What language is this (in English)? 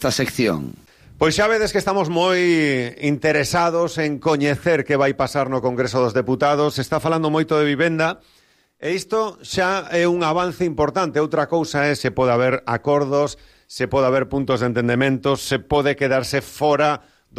Galician